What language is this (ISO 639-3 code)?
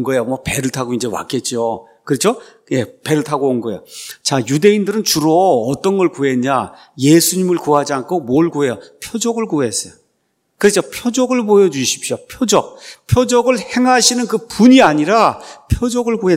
kor